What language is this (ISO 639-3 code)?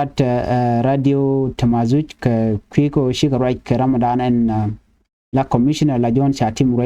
nus